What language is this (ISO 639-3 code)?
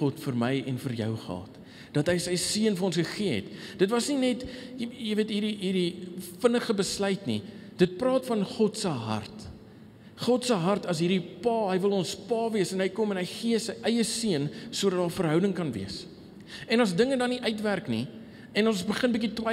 afr